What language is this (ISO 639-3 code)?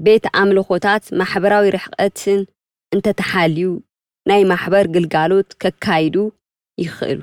tir